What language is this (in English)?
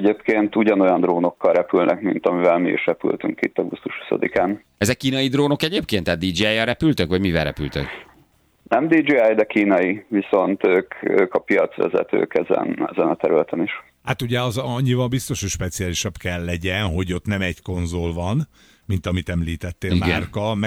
Hungarian